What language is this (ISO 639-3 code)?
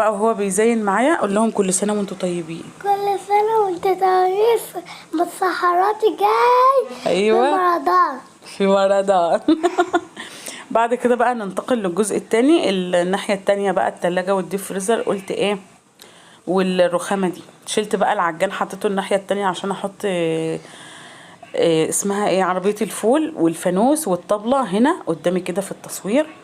arz